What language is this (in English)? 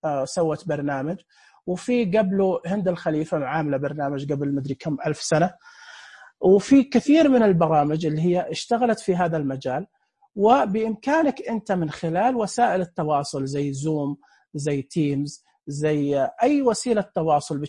Najdi Arabic